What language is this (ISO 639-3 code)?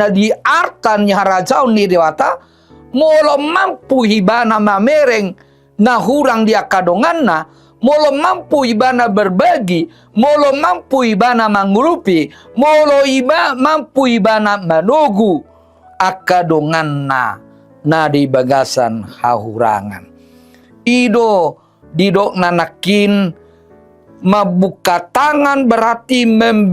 bbc